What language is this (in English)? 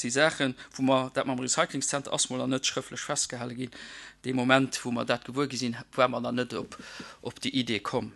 Luxembourgish